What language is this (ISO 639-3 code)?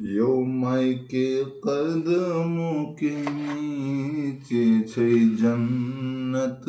mai